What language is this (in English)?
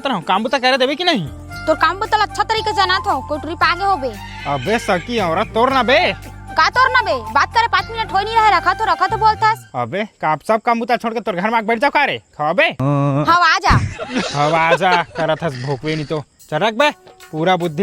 Chhattisgarhi